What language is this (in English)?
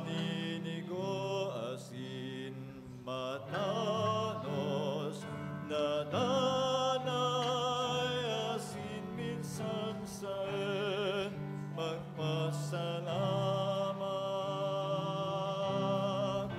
Bikol